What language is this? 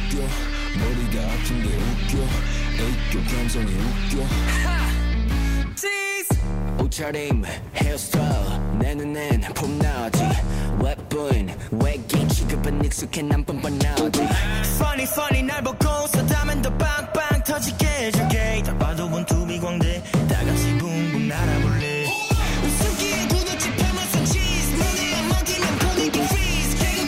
Korean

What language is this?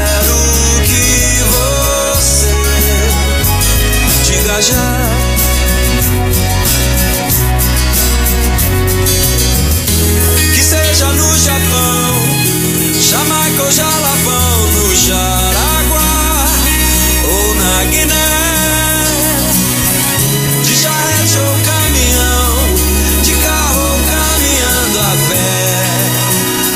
Portuguese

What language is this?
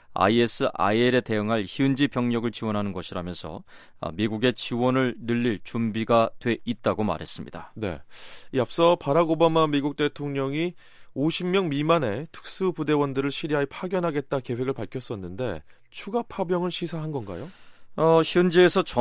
Korean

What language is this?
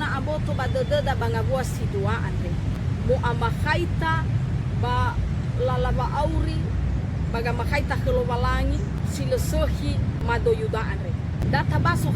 Nias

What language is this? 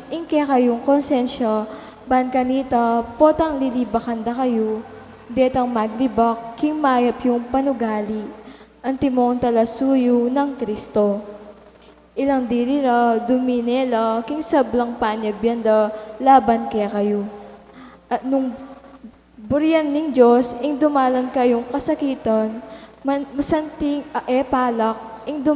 Pampanga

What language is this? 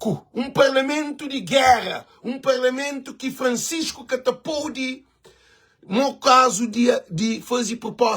Kabuverdianu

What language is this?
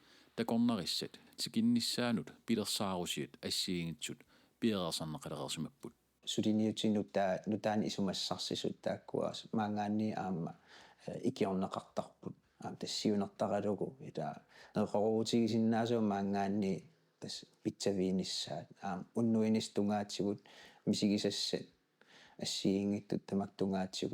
Kalaallisut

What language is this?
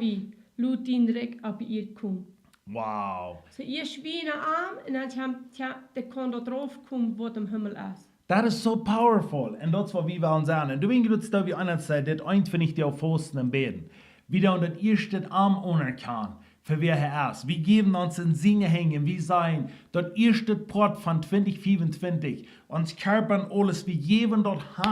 Plautdietsch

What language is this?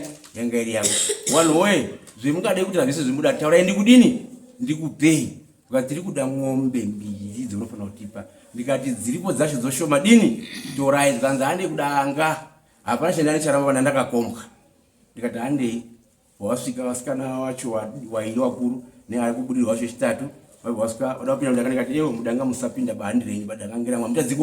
Shona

